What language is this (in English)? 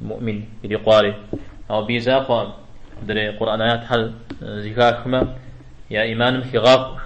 Kabardian